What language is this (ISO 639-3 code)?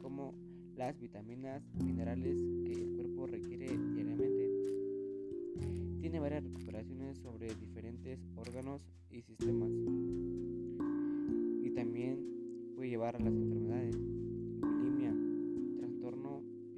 spa